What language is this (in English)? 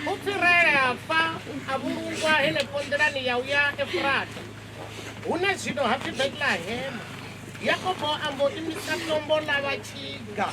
Venda